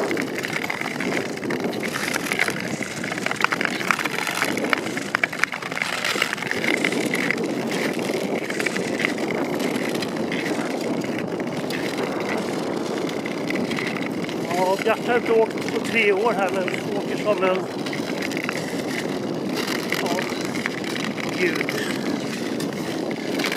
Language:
Swedish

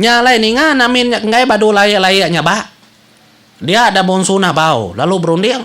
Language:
Iban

